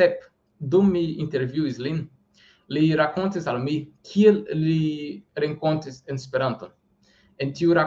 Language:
Esperanto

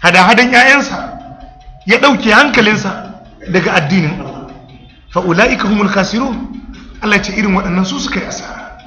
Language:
Hausa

